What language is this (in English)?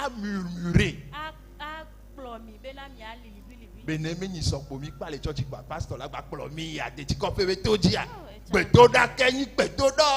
Ewe